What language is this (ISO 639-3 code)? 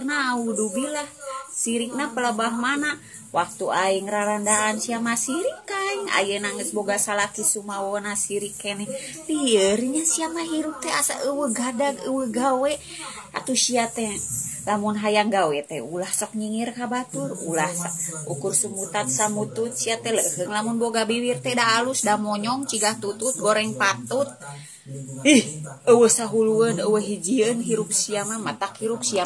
sun